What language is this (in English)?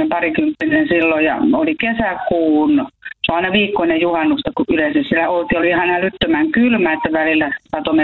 Finnish